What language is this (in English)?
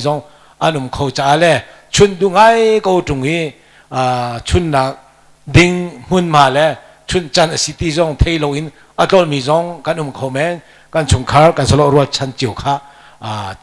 Hakha Chin